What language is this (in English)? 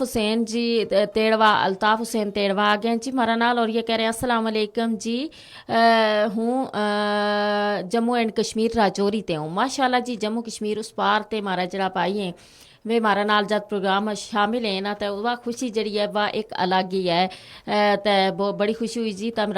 Gujari